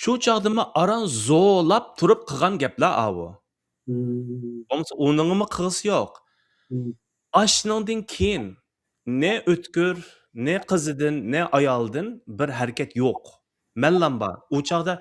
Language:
Uyghur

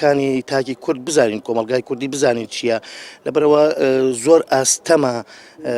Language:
Central Kurdish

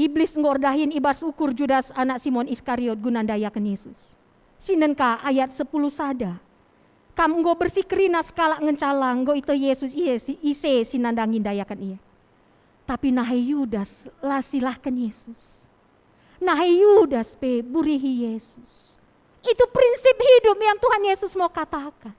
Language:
Batak Karo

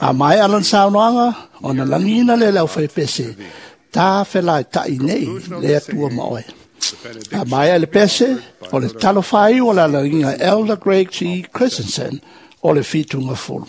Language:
Samoan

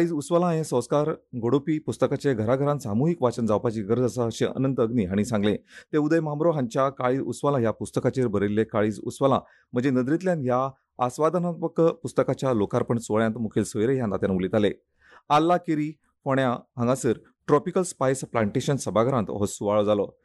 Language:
Konkani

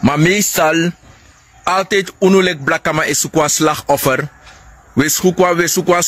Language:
Sranan Tongo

